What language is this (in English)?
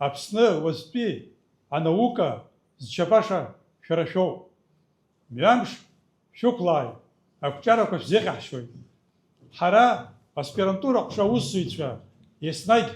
Abkhazian